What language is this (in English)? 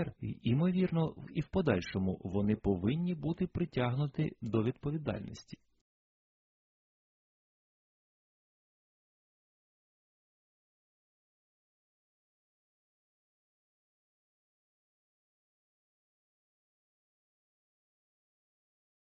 Ukrainian